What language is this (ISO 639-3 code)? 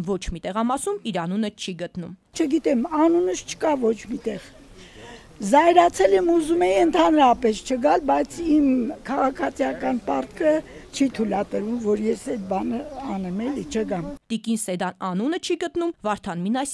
hye